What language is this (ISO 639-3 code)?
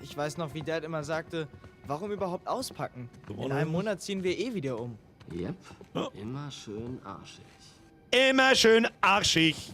bar